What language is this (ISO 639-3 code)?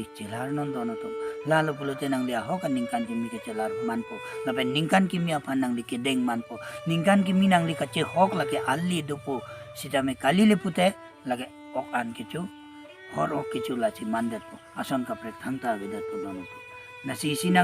mjw